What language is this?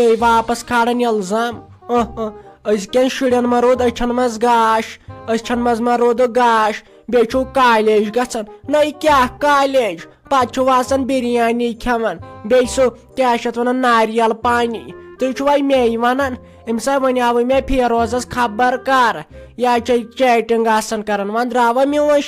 Kashmiri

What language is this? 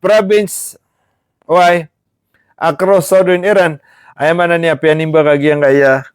Maranao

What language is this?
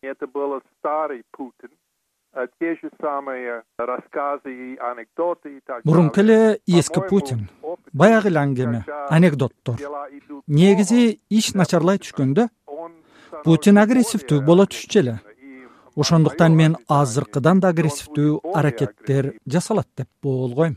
Kyrgyz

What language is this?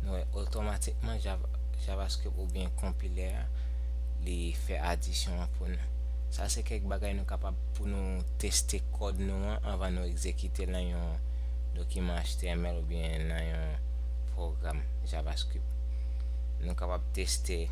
Haitian Creole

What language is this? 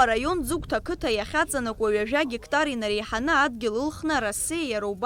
Abkhazian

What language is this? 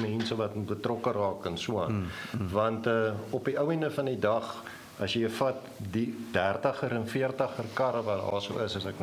Afrikaans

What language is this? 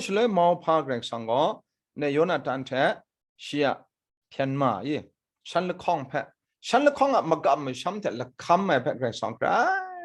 Kachin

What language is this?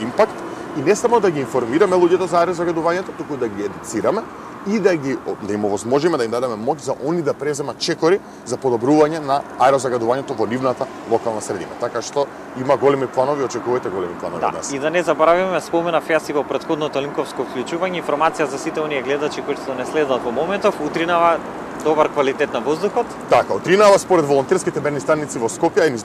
Macedonian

